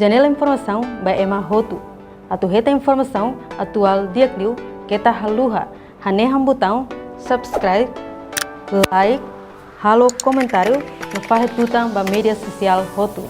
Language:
Tetum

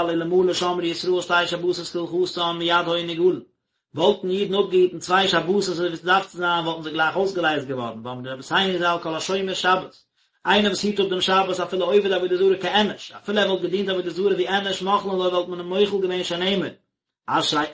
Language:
Yiddish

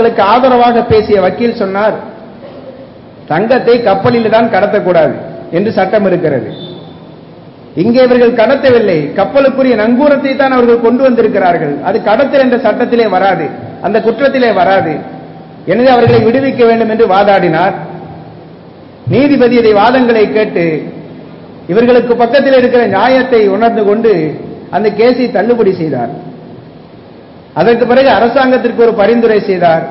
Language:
Tamil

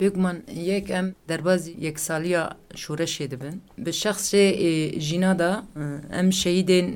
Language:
Kurdish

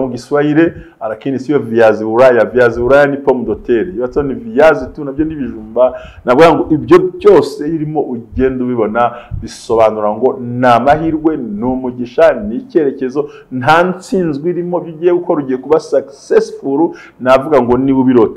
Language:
Kinyarwanda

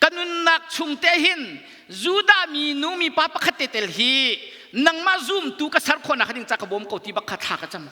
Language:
Hakha Chin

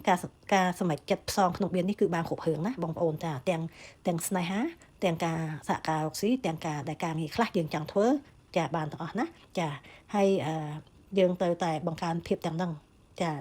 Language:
Khmer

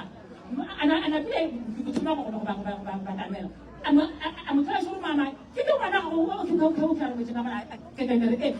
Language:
Northern Sotho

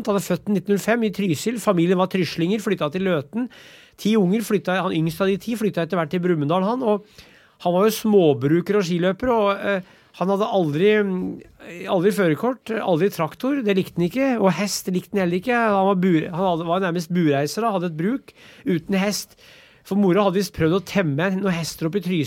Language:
Norwegian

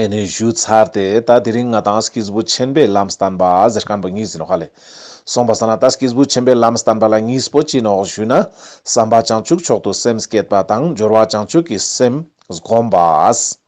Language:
Ladakhi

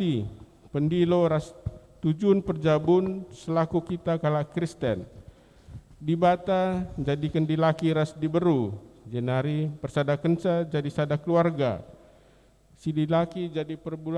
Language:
Batak Karo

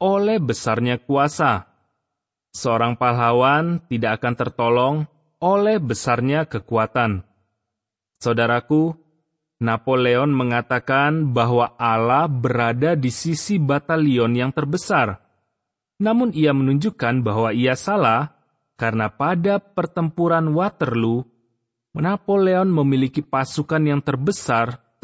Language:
Indonesian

